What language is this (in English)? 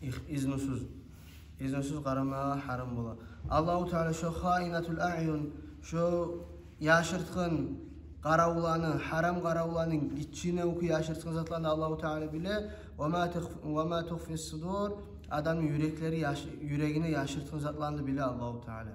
Kumyk